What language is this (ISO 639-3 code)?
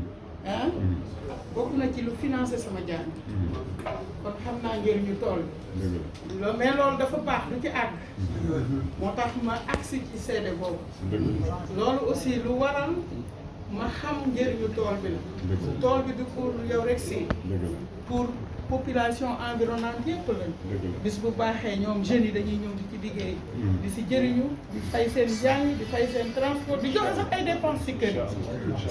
wol